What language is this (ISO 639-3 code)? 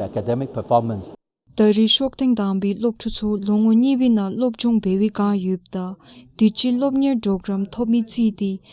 dzo